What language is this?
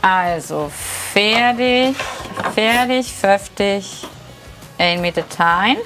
Low German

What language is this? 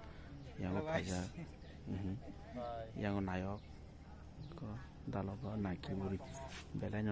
Kok Borok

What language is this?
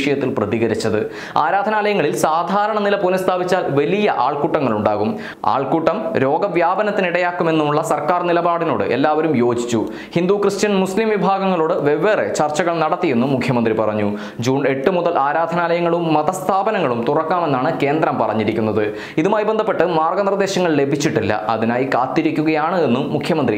Malayalam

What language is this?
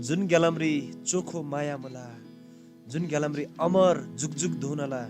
Eastern Tamang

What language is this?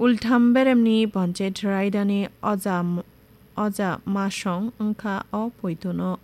Kok Borok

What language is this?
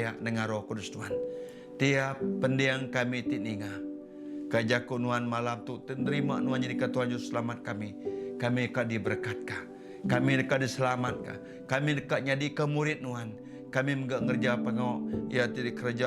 Iban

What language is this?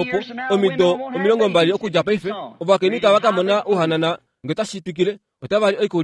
Kuanyama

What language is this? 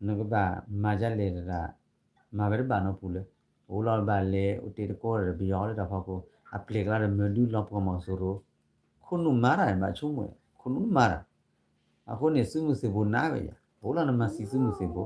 S'gaw Karen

